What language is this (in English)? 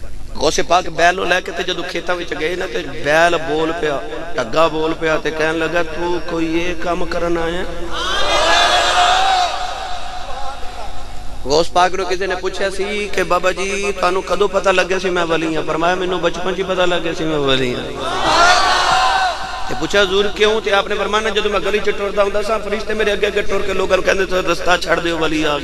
Western Panjabi